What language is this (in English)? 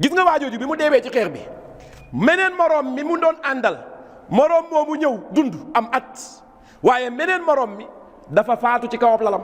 Wolof